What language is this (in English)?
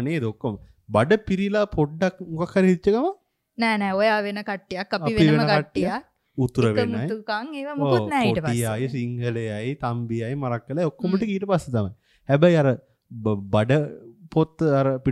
Sinhala